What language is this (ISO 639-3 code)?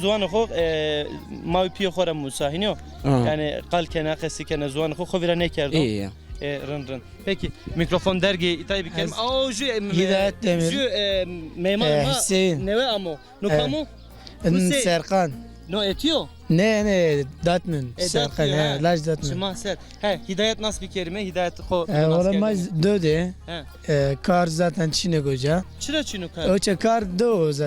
zza